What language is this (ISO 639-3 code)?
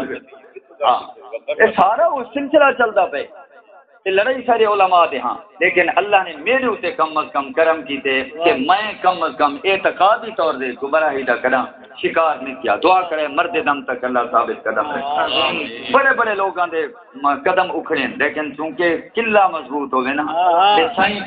skr